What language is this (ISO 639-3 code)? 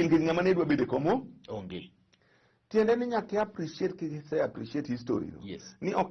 luo